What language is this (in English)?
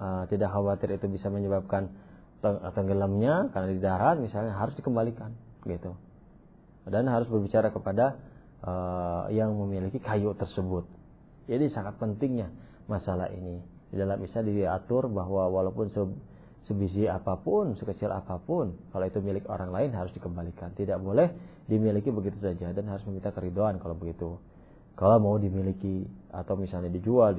Indonesian